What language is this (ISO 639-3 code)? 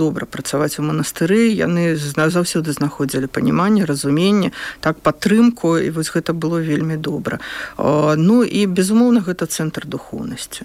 bel